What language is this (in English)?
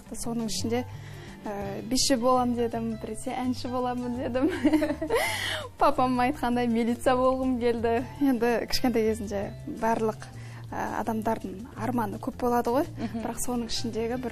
Kazakh